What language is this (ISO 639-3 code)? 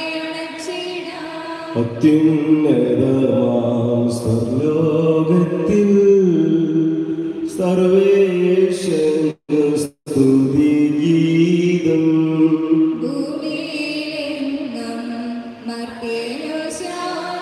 mal